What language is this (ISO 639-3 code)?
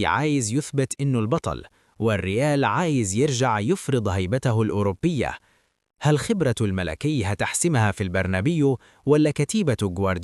arz